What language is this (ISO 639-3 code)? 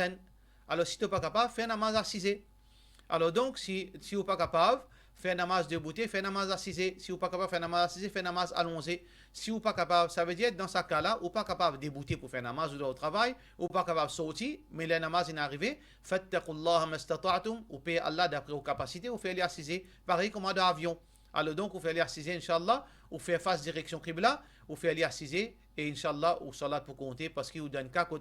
mfe